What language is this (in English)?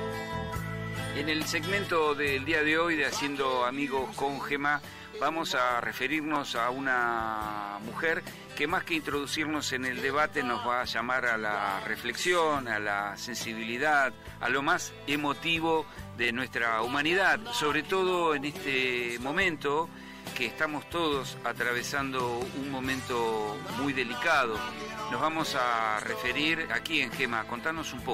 Spanish